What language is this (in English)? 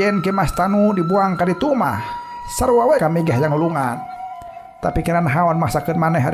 Sundanese